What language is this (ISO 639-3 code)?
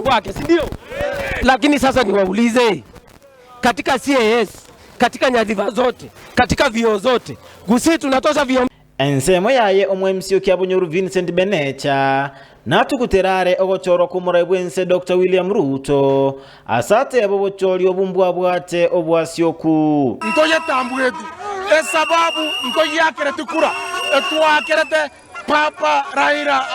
guz